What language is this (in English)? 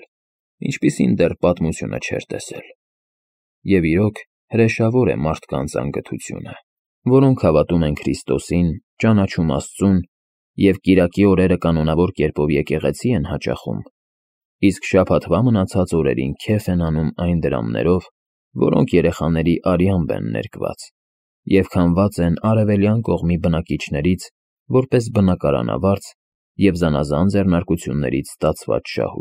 Armenian